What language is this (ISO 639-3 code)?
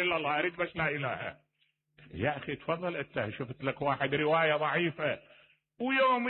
acm